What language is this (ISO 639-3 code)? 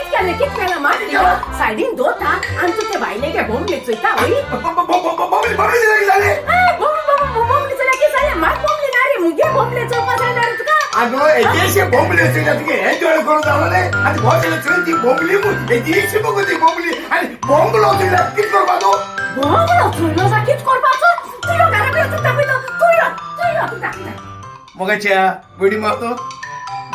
kok